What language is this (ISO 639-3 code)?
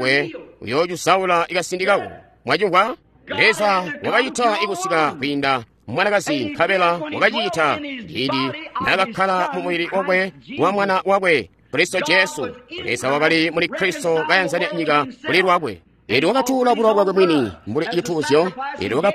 toi